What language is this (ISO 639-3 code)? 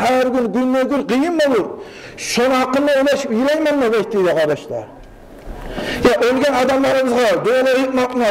kum